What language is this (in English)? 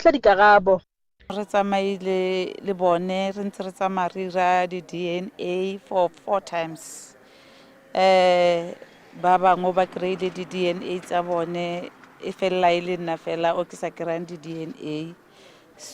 Tswana